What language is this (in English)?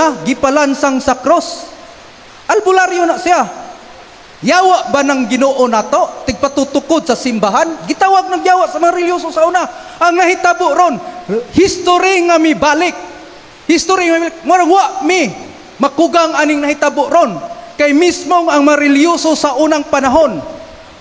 Cebuano